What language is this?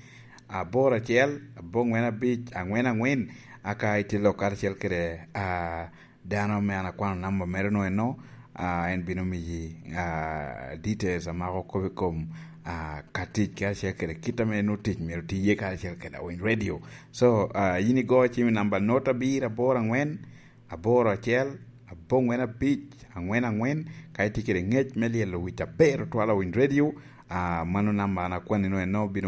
Lango (Uganda)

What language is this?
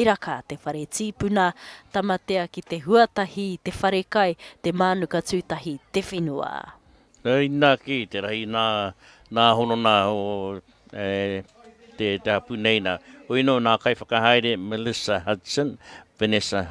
Māori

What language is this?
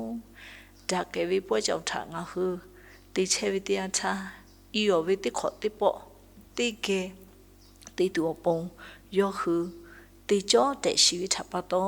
Lahu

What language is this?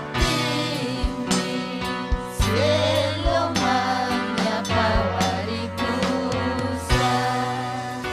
Ayacucho Quechua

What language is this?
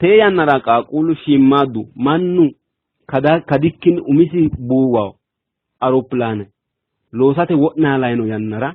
Sidamo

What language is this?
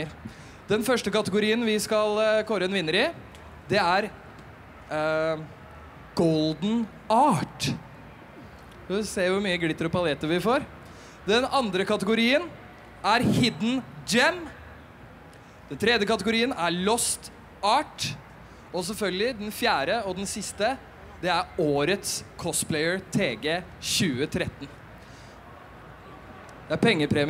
Norwegian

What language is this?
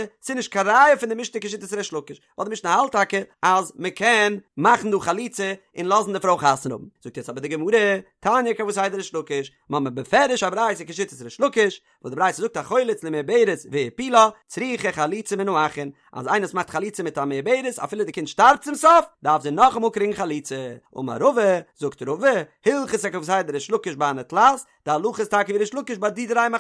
Yiddish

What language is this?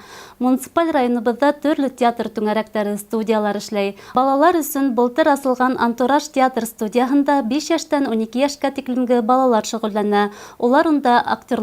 Bashkir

